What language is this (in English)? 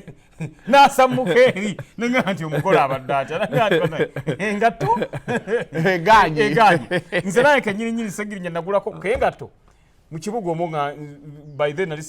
Ganda